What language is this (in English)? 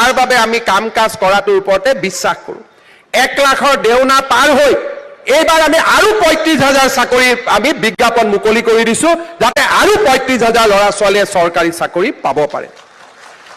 Assamese